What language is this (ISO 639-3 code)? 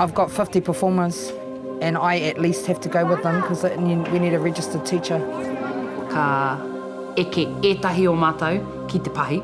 mri